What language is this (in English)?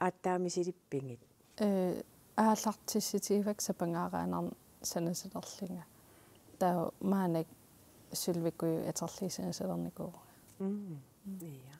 Kalaallisut